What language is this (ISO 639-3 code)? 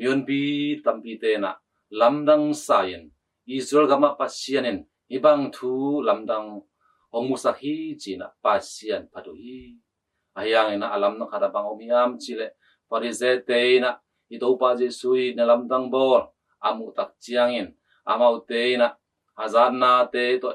ctd